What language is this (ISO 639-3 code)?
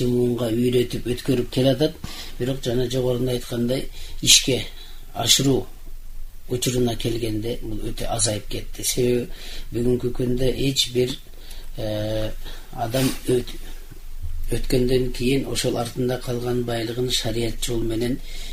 kir